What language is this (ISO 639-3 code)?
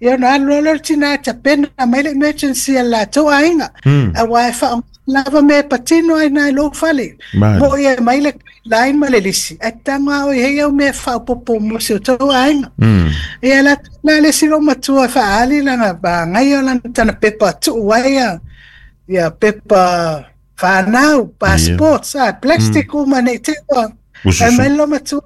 smo